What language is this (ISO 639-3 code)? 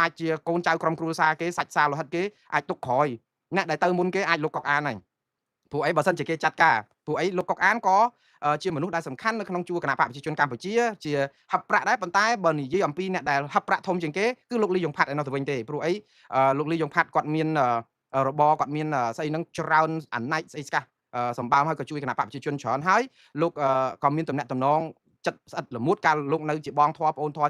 khm